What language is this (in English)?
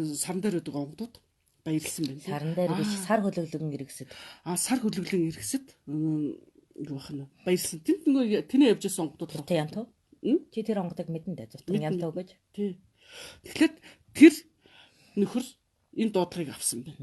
Mongolian